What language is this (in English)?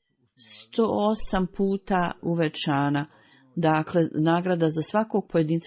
Bosnian